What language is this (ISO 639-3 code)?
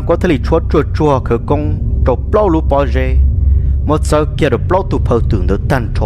hmn